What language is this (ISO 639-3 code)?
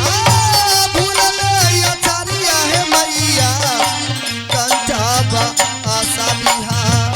mai